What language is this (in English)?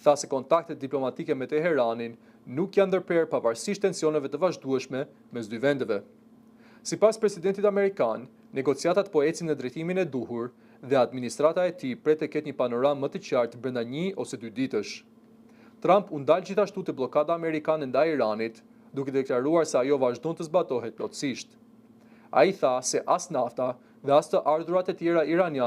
Albanian